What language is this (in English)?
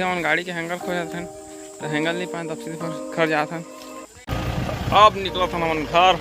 Chhattisgarhi